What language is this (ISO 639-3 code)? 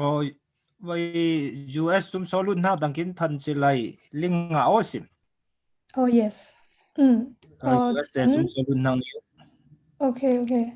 cfm